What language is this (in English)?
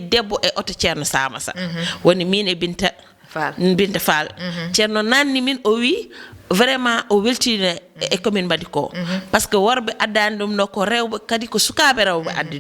Fula